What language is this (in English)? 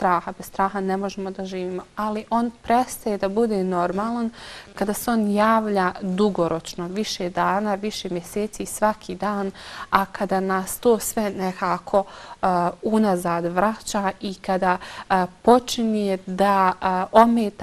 Bosnian